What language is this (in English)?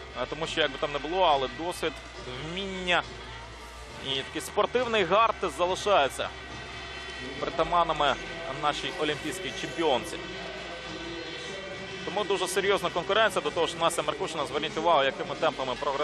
Ukrainian